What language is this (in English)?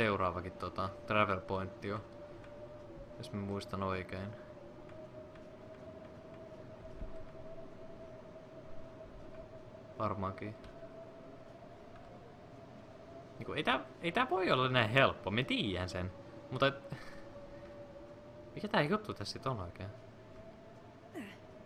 Finnish